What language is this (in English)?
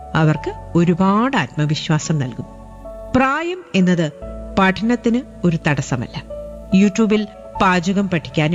Malayalam